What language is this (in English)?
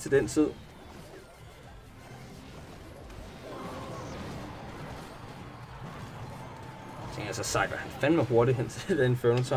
Danish